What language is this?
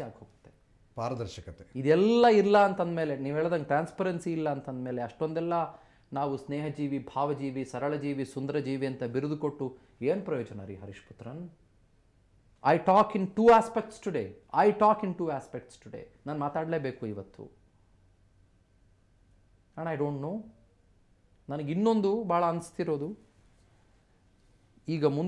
Kannada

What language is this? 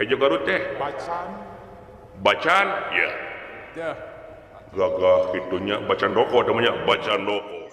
Sundanese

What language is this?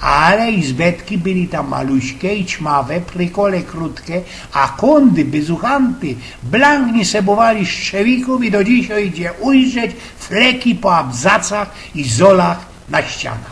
Silesian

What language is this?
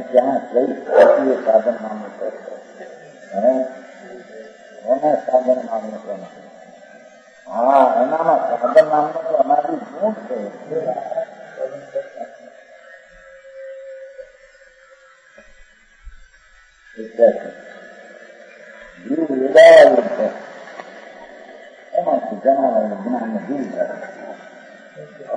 Gujarati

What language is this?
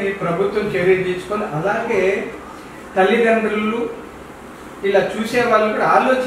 Telugu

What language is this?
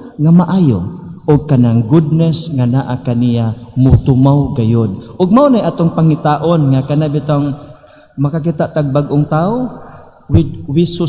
Cebuano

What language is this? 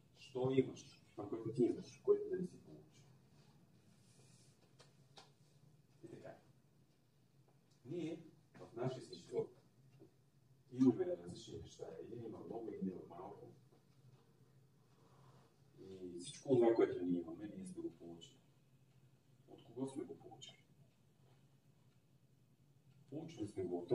Bulgarian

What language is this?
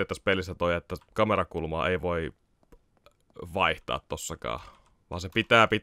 Finnish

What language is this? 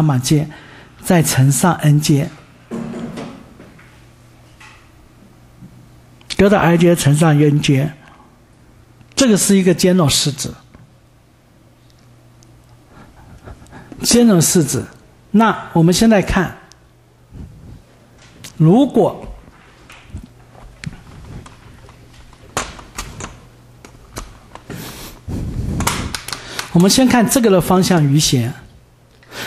Chinese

